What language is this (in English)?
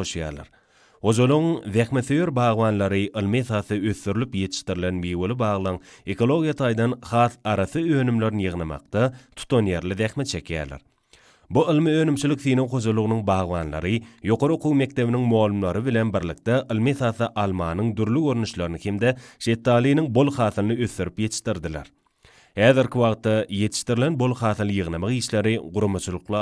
Turkmen